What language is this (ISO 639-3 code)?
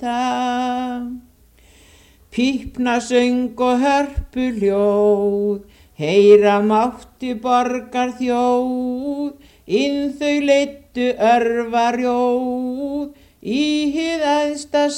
isl